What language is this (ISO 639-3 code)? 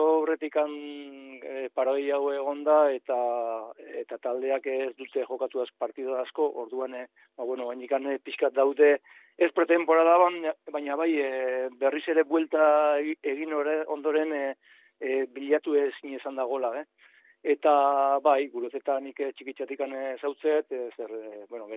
eus